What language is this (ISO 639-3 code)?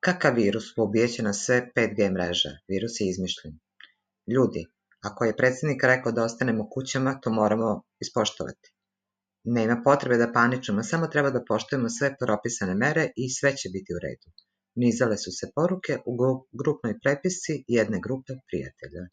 srp